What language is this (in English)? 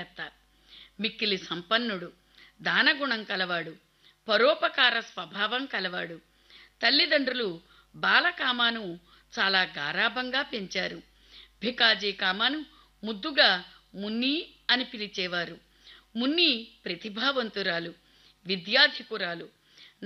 Telugu